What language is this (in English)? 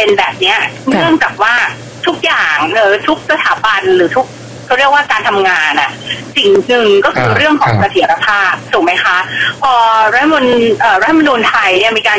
Thai